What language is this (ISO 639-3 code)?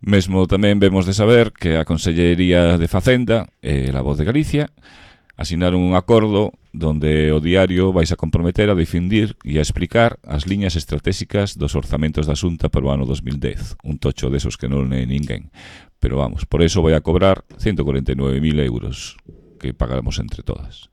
glg